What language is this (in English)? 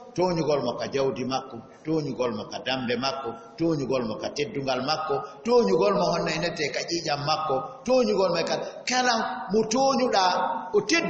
Fula